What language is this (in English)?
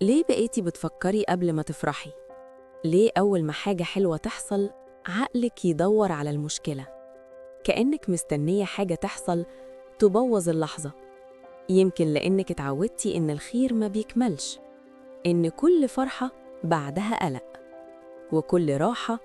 Egyptian Arabic